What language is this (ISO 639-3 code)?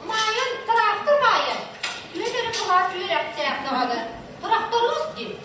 sah